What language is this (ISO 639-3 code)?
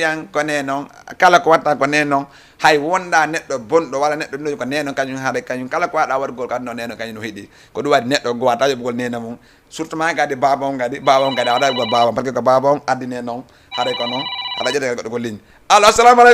ful